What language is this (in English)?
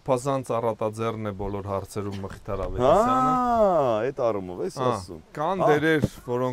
Armenian